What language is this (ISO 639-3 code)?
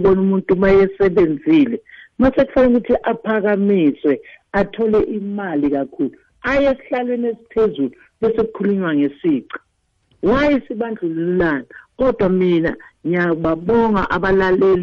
nbl